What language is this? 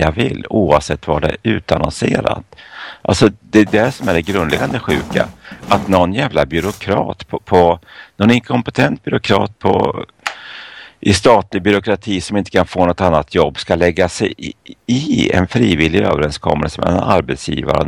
Swedish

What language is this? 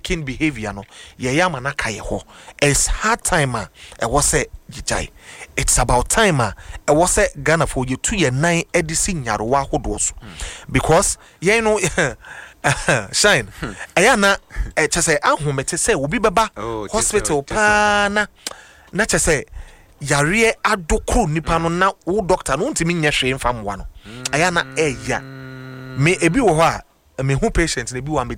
Akan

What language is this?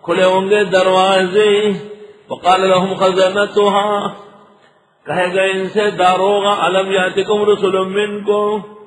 Urdu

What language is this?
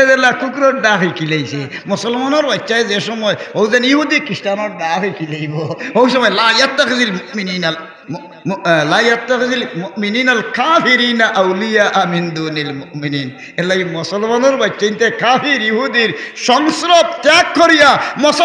Sylheti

